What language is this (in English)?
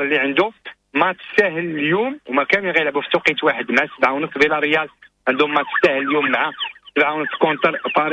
Moroccan Arabic